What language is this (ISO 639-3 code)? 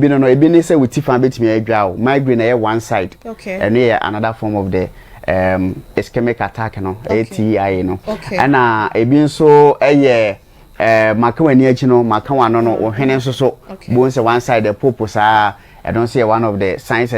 aka